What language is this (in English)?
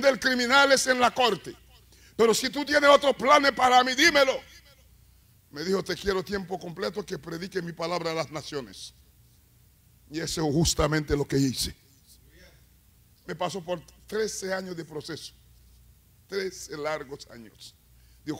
Spanish